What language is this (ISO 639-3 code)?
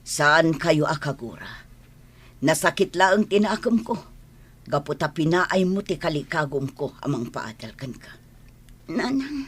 ilo